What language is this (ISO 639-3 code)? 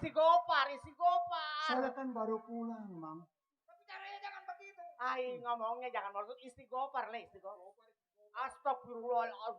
bew